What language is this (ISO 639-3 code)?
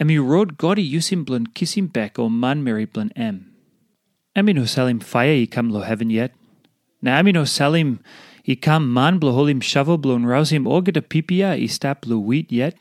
tpi